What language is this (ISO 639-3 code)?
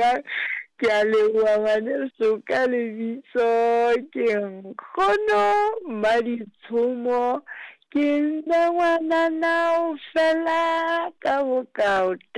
sot